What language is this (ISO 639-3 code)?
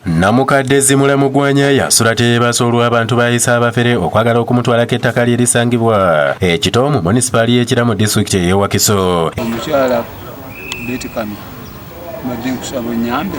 lug